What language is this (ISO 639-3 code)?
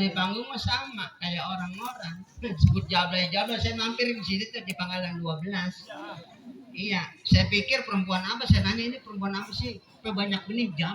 bew